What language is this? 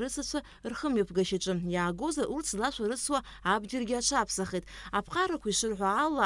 Abkhazian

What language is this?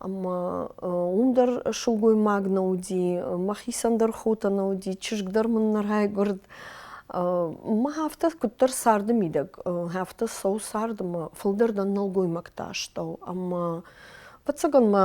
Ossetic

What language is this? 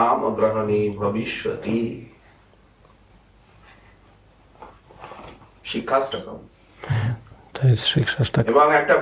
Polish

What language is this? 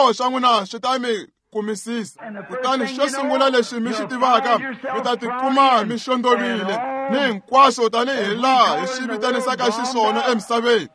Tsonga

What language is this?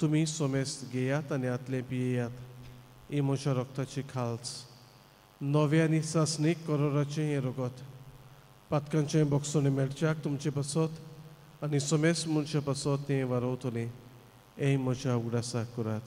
Konkani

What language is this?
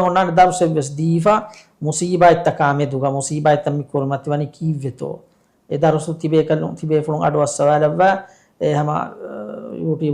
Divehi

